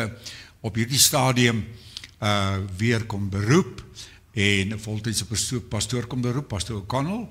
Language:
Afrikaans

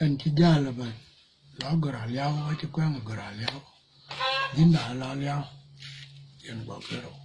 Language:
Dinka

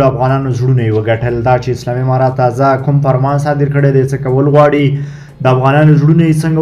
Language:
Pashto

